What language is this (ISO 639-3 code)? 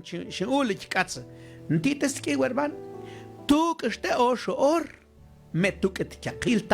mam